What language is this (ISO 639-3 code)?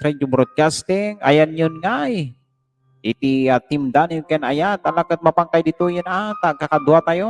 ilo